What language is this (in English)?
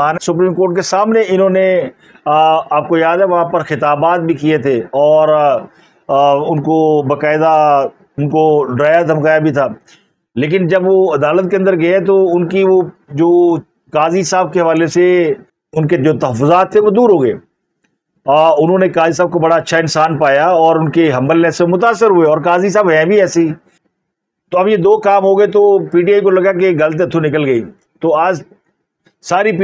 Urdu